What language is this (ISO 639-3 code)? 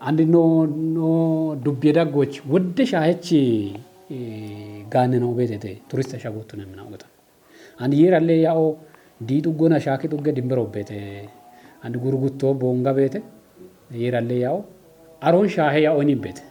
kbr